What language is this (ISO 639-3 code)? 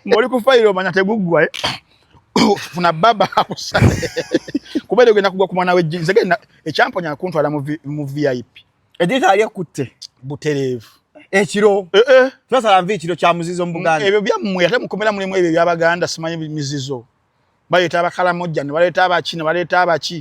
lug